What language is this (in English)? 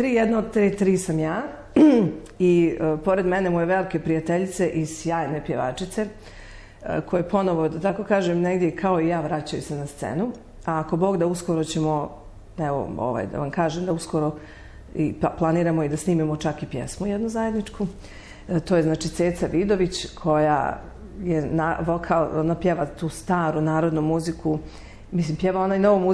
Bosnian